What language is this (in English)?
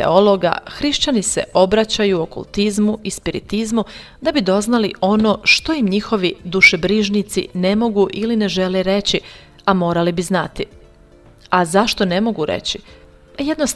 Bosnian